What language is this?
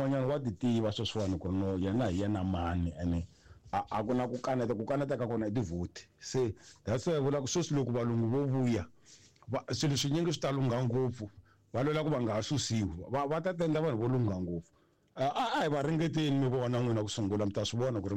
Tsonga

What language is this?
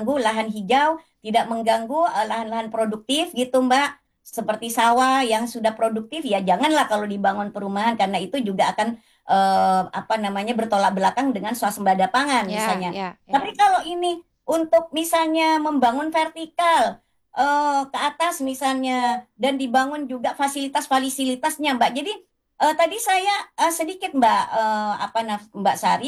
Indonesian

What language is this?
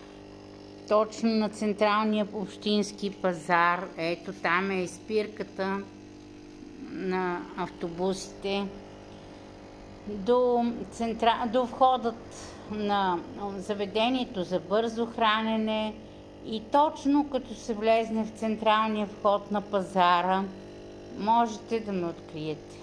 Bulgarian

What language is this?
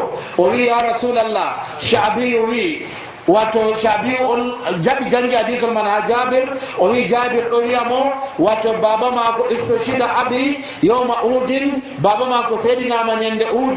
Nigerian Fulfulde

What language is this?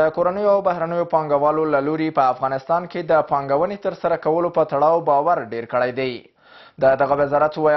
Pashto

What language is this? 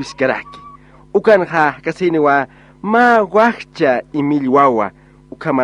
Aymara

